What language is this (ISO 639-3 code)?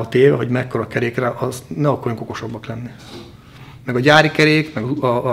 hun